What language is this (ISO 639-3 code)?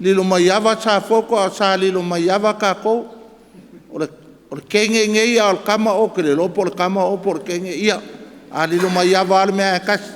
smo